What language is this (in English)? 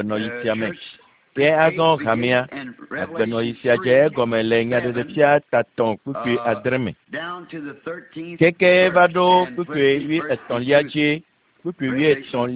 Ewe